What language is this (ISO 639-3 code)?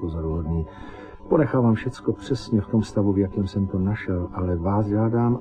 ces